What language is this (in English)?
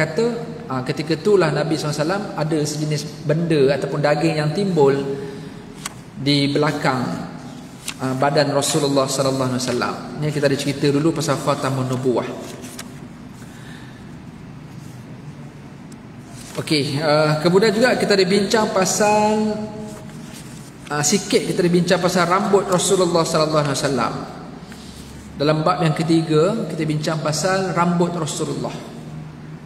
Malay